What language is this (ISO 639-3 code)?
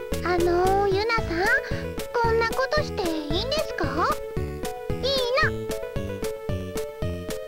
jpn